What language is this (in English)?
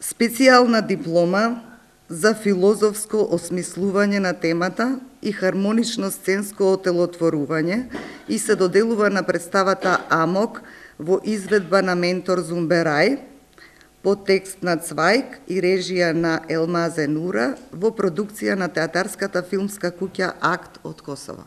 Macedonian